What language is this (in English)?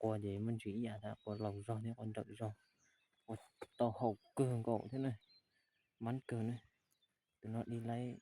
Hmong